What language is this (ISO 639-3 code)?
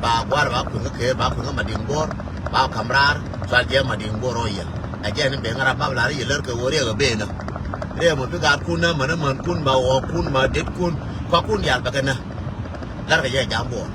nus